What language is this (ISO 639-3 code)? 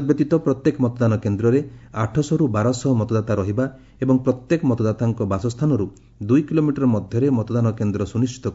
ori